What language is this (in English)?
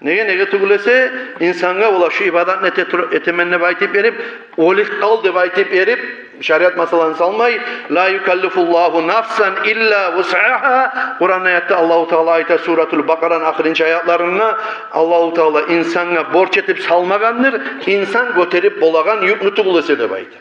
Kumyk